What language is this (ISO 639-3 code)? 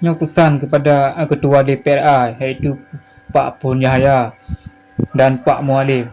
ace